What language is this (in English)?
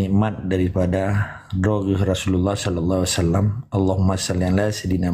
Achinese